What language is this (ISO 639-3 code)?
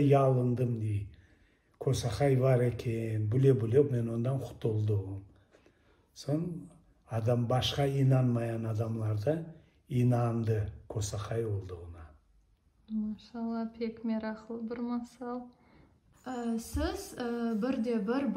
crh